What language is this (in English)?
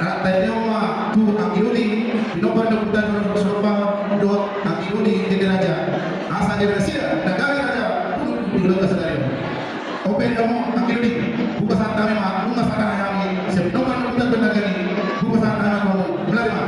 Batak Toba